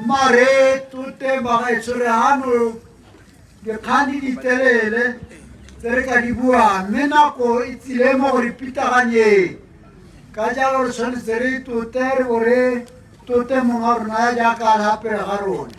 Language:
Tswana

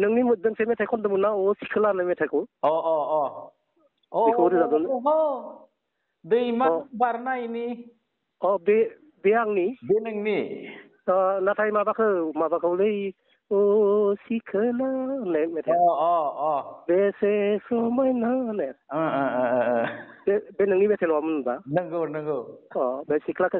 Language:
Bodo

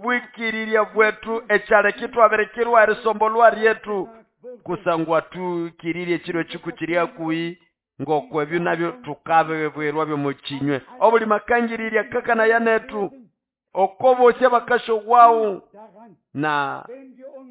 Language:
Nande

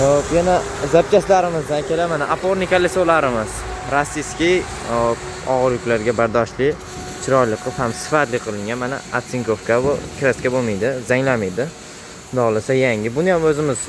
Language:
Uzbek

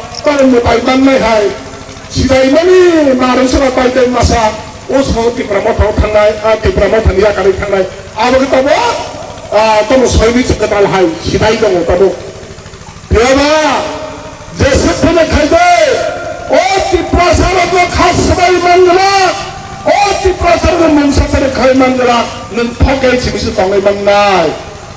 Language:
Kok Borok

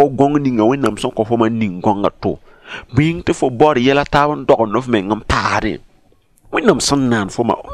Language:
Mossi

